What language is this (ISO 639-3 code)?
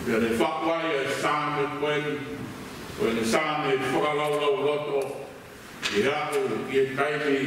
ton